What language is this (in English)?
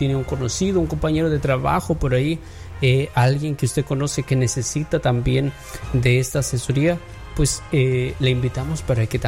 Spanish